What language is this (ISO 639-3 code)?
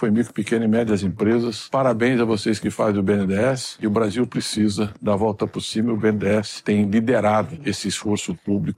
por